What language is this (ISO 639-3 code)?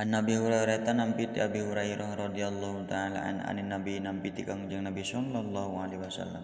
sun